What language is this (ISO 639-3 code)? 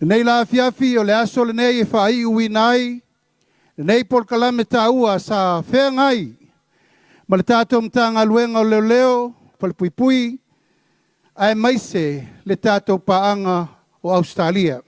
smo